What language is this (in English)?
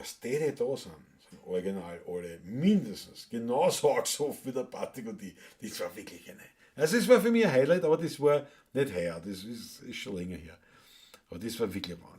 Bavarian